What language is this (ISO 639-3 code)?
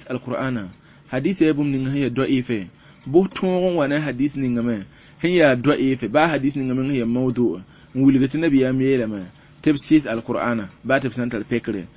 mos